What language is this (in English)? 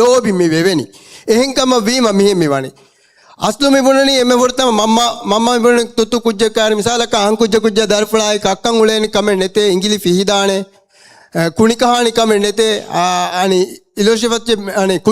Divehi